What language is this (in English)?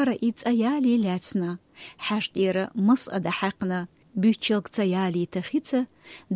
Chechen